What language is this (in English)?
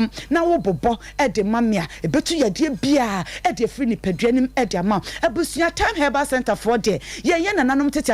Akan